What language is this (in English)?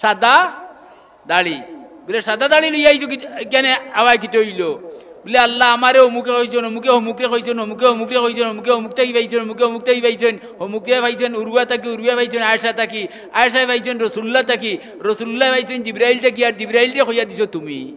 Sylheti